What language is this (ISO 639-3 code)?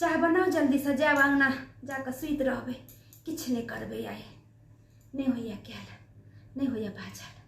mai